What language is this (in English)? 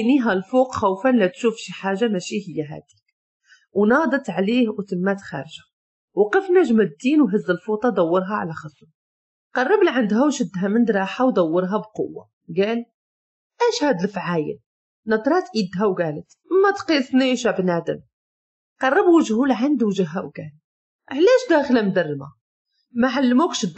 Moroccan Arabic